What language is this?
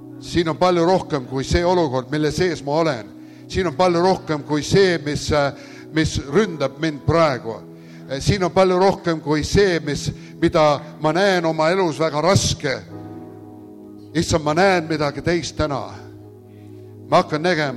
Estonian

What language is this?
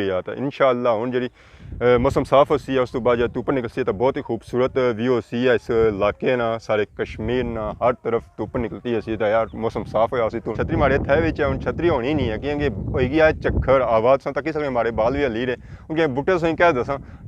Pahari-Potwari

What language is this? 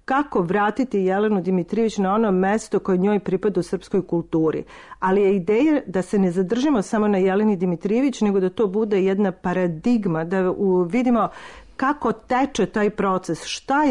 Serbian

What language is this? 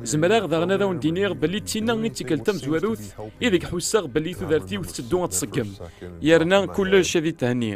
Kabyle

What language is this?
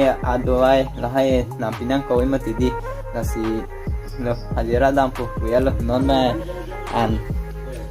Karbi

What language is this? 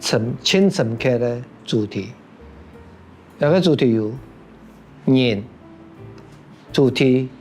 Hakka Chinese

